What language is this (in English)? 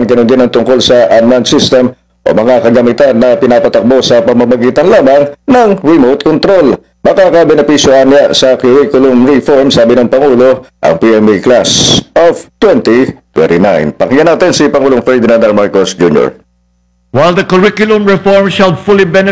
Filipino